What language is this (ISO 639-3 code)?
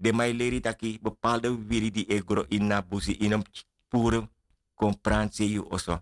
srn